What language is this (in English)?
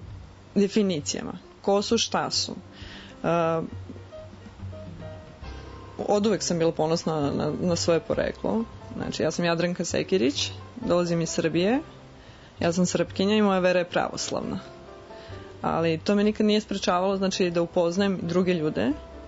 Serbian